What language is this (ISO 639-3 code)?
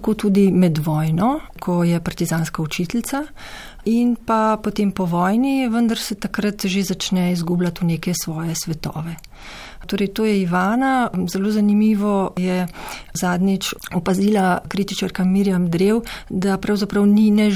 slv